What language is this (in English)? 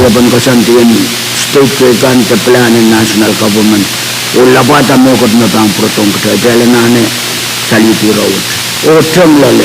Pohnpeian